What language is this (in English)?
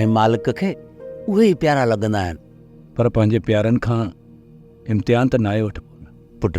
Sindhi